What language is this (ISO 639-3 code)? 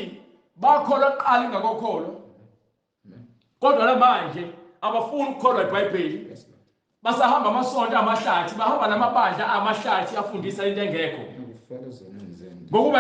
zul